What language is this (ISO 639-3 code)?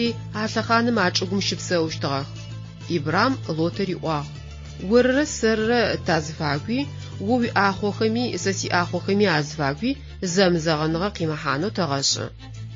ady